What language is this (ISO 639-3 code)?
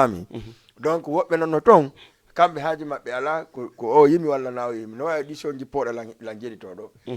ful